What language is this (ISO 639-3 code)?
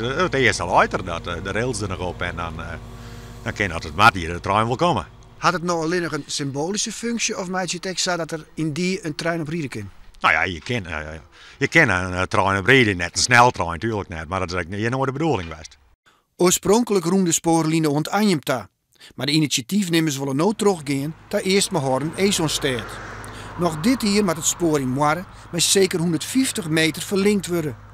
fry